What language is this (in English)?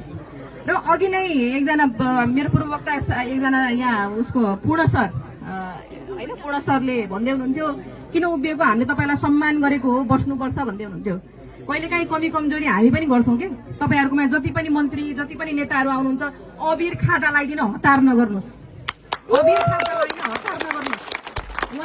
Nepali